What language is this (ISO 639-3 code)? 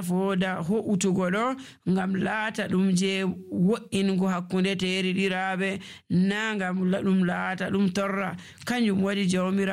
fuv